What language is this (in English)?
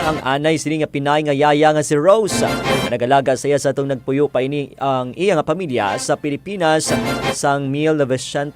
Hiligaynon